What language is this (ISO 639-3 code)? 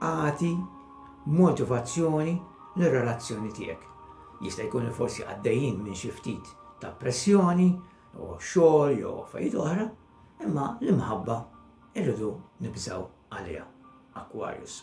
mlt